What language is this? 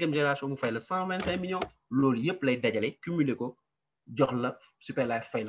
Wolof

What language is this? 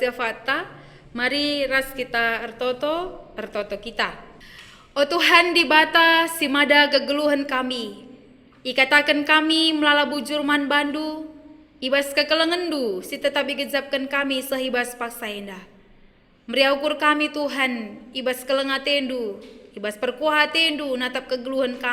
Batak Karo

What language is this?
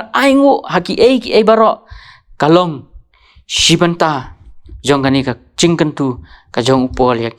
Khasi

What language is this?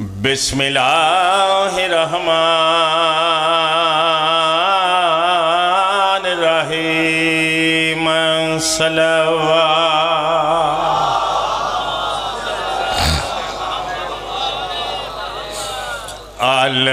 Pahari-Potwari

